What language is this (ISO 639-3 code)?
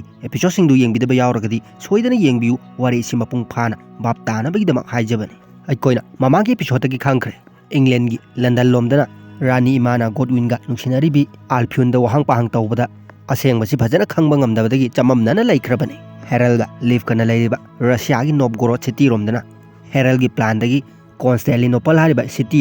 mni